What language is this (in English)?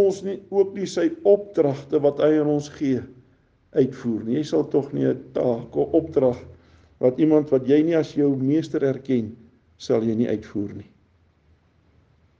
Afrikaans